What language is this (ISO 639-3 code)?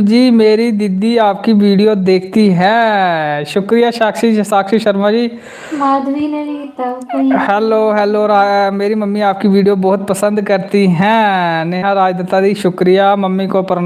doi